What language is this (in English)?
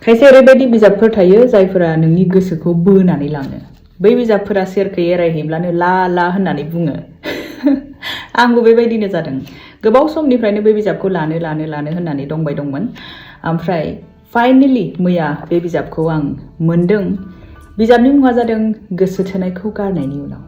Bodo